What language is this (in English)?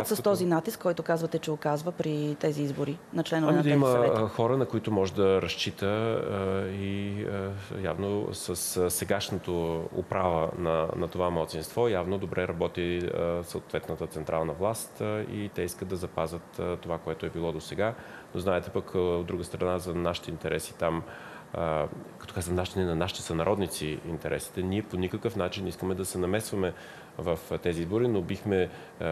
Bulgarian